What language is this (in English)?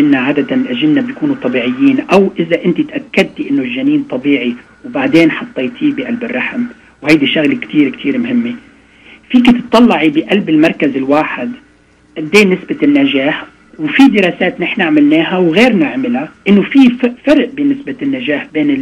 North Levantine Arabic